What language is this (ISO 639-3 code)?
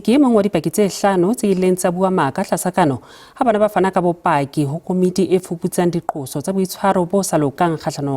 sot